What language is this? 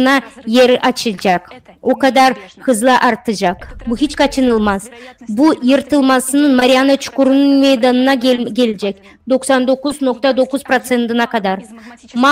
Gagauz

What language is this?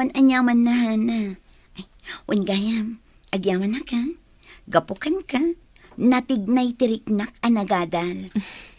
Iloko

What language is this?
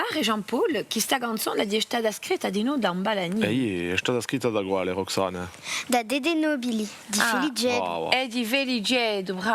Corsican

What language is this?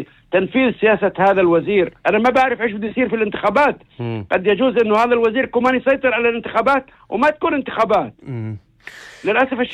North Levantine Arabic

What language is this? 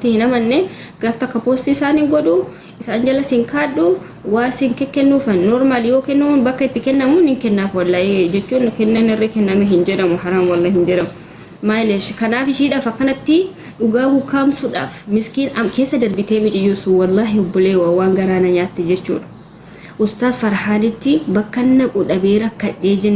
Oromo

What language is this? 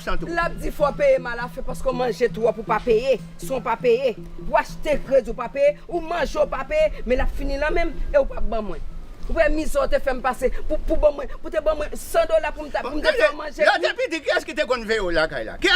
Haitian Creole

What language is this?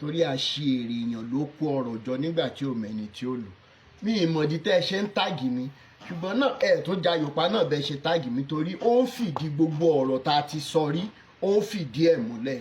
Yoruba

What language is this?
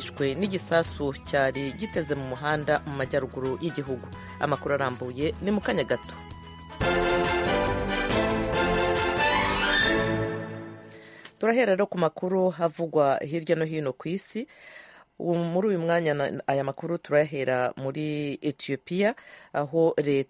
Kinyarwanda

